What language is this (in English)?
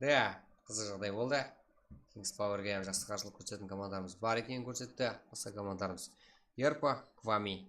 Kara-Kalpak